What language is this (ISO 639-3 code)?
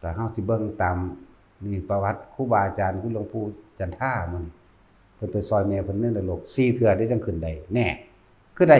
tts